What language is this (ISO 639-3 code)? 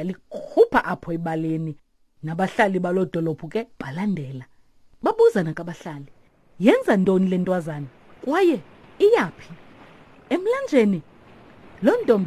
xho